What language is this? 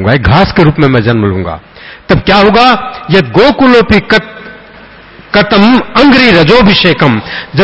Hindi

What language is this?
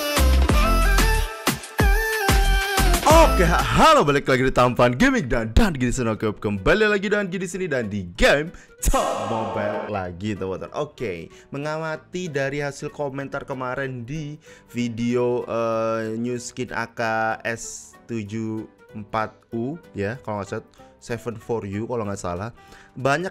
Indonesian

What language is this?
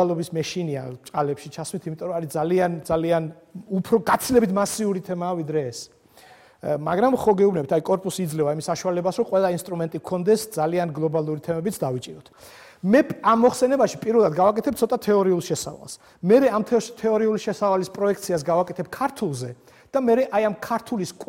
Georgian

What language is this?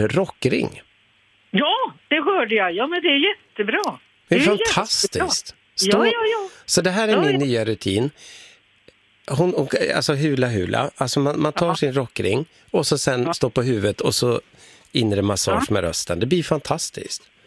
Swedish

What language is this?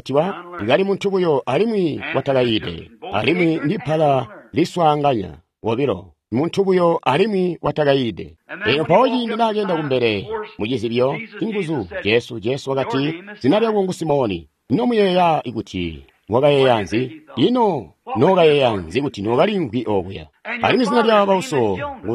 Tonga (Zambia)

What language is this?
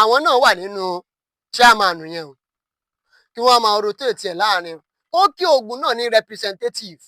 Yoruba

